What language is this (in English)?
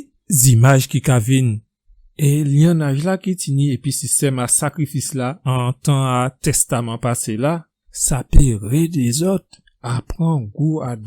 Guadeloupean Creole French